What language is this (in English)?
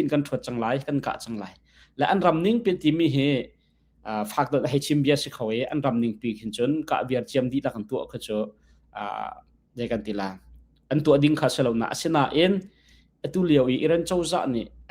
Hakha Chin